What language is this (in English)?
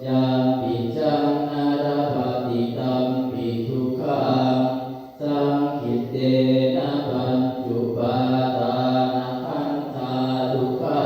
Pali